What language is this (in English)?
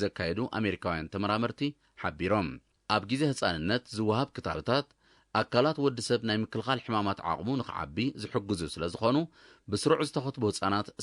Tigrinya